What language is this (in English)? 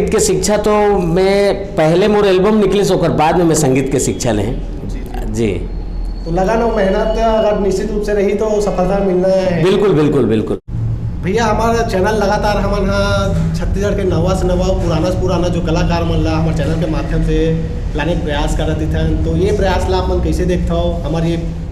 Chhattisgarhi